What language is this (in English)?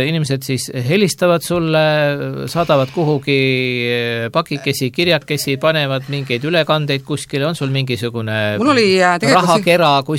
Estonian